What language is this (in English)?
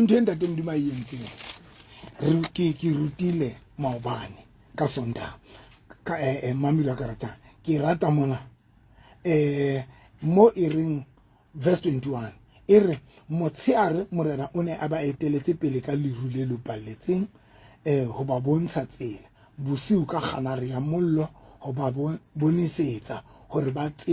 Southern Sotho